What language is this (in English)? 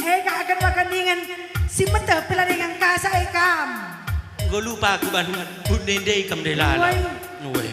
Batak Karo